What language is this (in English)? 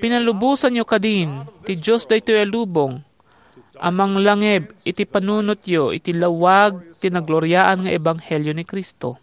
Iloko